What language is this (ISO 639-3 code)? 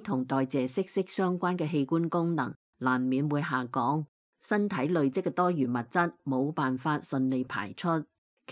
yue